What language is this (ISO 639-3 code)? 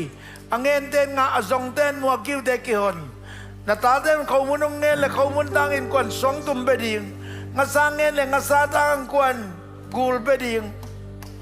ctd